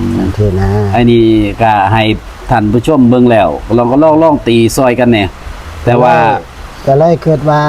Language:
Northeastern Thai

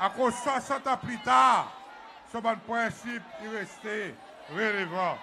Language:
Seselwa Creole French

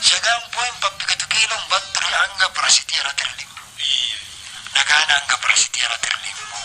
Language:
Makasar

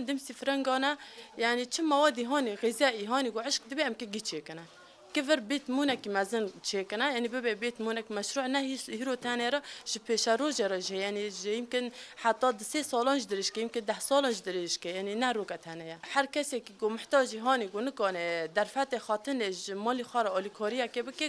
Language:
Kurdish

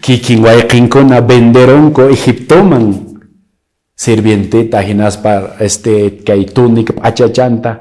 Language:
Quechua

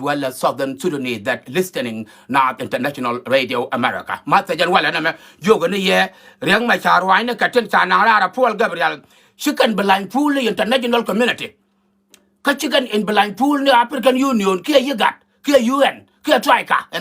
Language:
Nuer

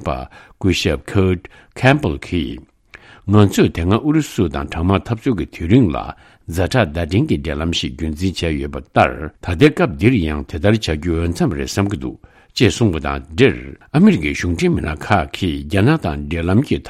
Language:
Tibetan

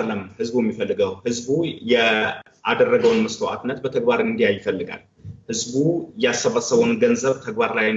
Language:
Amharic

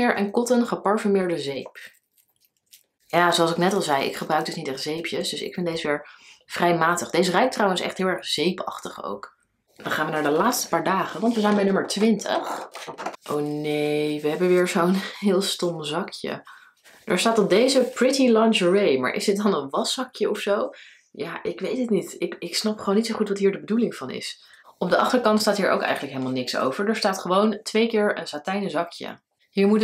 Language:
Dutch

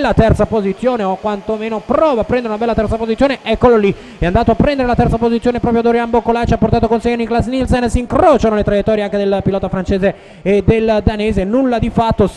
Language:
Italian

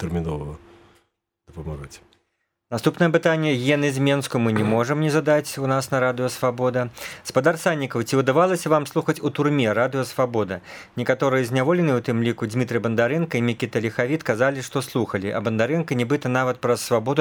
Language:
Belarusian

